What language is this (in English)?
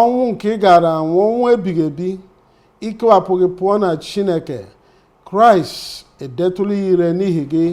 Igbo